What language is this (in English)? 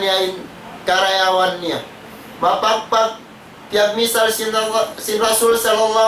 Tausug